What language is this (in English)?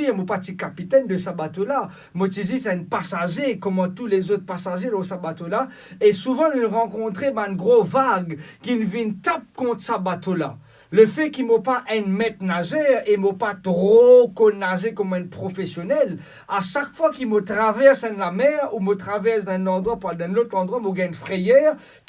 Morisyen